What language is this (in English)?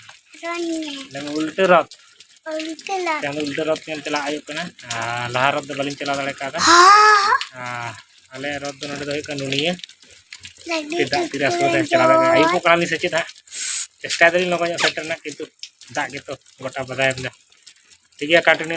Santali